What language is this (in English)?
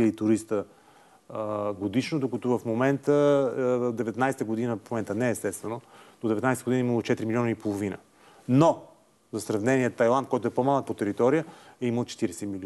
Bulgarian